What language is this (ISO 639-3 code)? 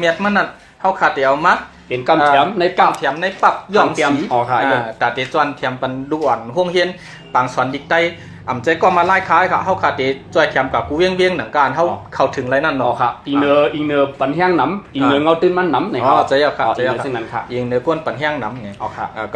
shn